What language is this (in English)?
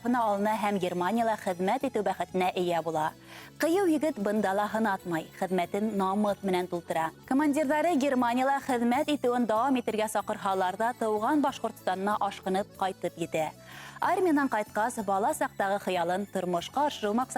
Bashkir